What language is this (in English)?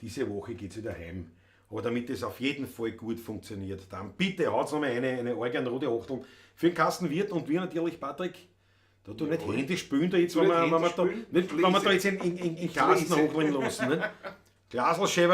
Bavarian